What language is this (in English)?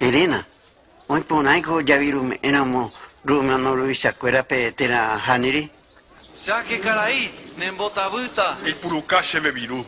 Guarani